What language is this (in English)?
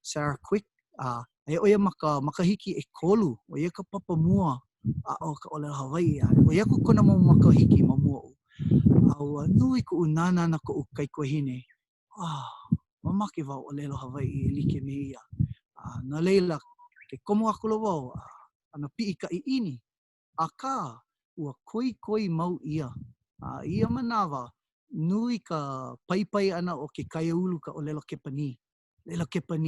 Hawaiian